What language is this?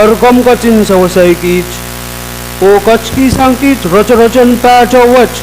Pohnpeian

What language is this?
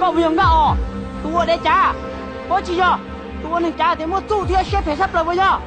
Hmong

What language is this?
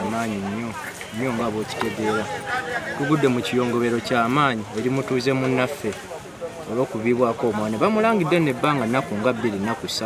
Ganda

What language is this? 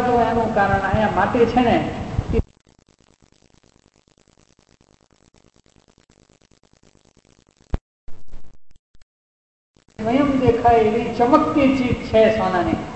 Gujarati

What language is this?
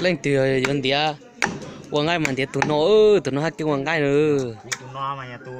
Hmong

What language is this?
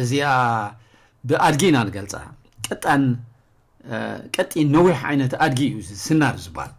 Tigrinya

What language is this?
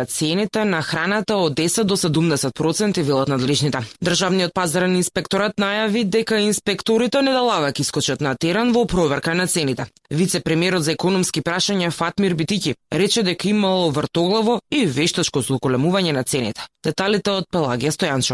Macedonian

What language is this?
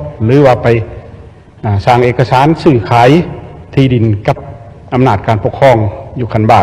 Lao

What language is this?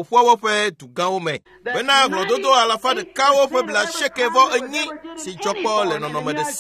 Ewe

